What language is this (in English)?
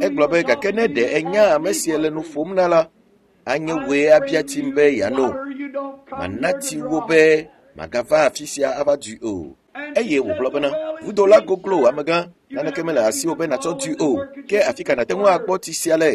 Ewe